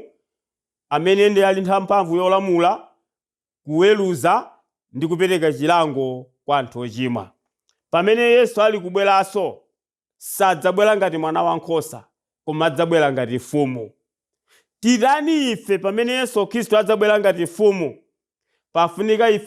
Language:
Nyanja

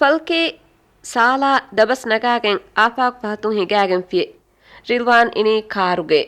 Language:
Divehi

